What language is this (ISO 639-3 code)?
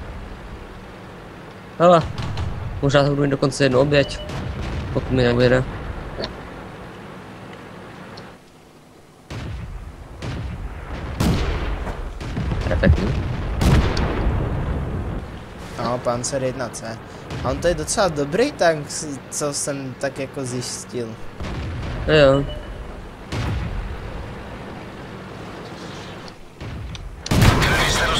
ces